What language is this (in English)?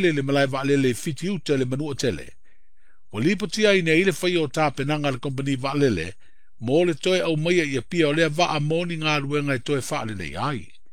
Samoan